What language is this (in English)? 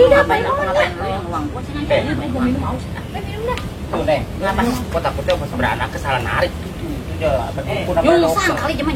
Betawi